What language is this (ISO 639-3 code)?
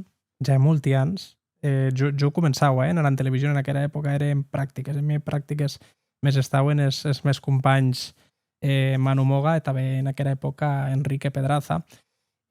oci